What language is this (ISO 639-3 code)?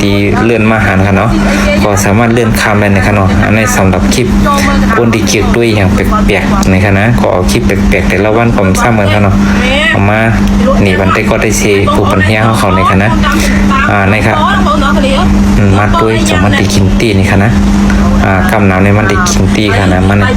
shn